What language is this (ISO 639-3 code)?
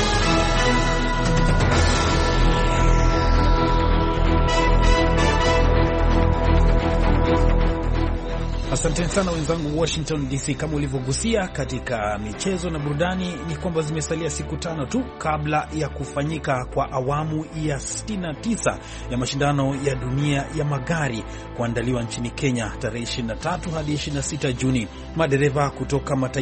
swa